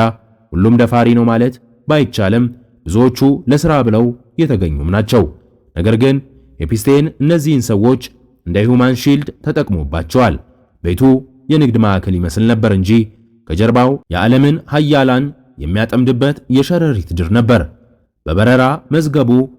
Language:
Amharic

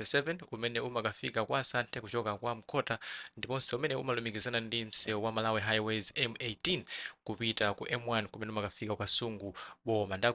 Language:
Nyanja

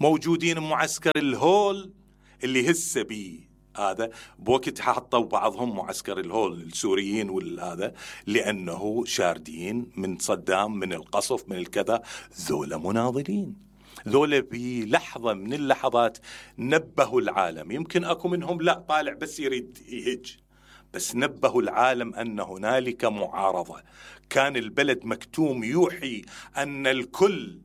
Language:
Mesopotamian Arabic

